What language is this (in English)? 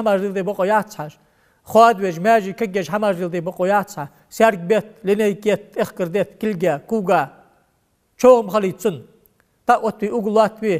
Ingush